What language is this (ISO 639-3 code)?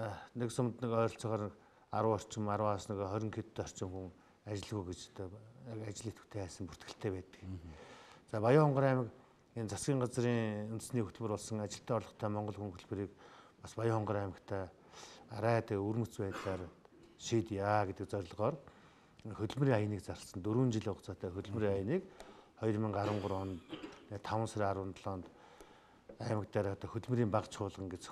mon